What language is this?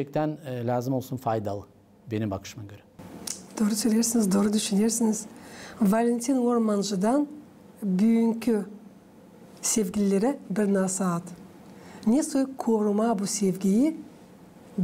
Gagauz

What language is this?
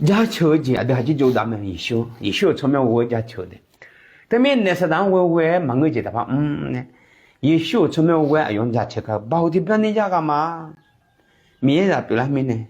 Akha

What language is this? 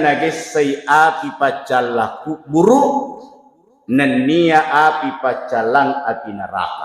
Buginese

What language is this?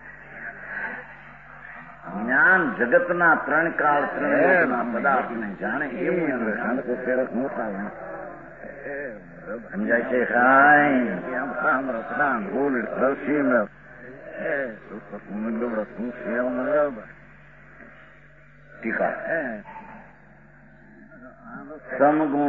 Gujarati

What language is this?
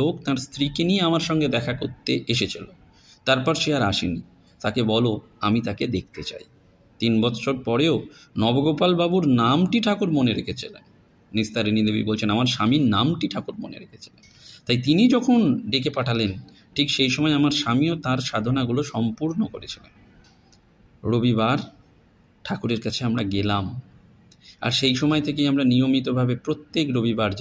Bangla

